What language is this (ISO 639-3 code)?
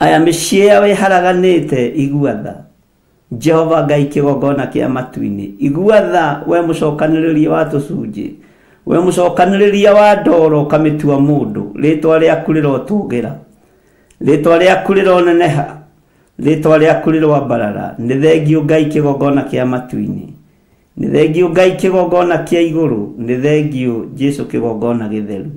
kik